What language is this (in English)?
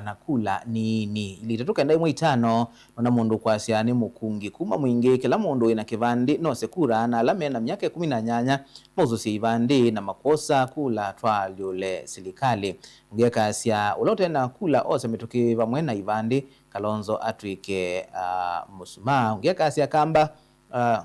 Kamba